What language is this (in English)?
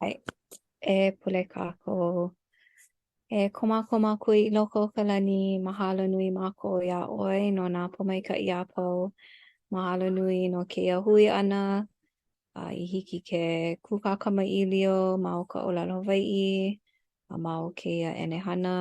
Hawaiian